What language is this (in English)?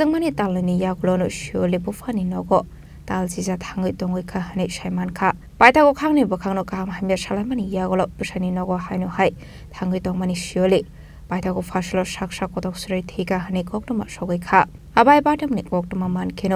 Kok Borok